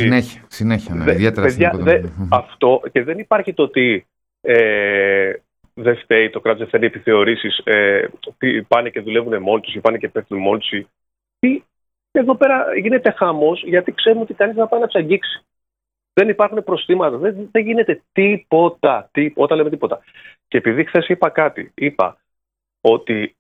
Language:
Greek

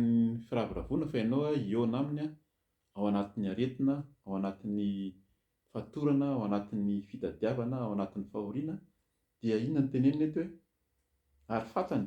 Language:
Malagasy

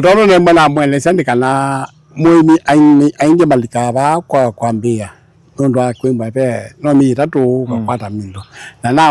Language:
Kamba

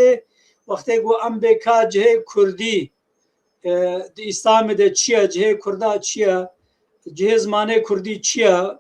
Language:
Kurdish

